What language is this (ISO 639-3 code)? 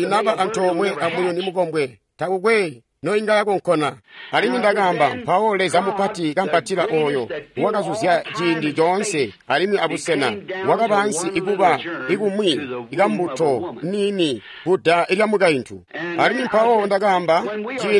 toi